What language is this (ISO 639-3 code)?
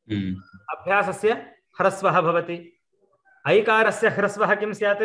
san